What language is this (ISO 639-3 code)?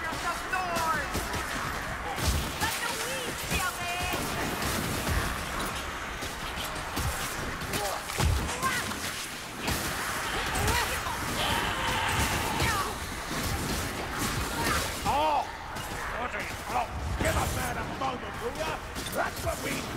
eng